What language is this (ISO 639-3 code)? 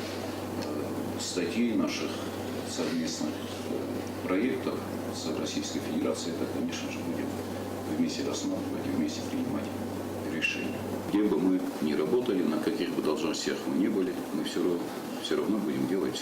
oss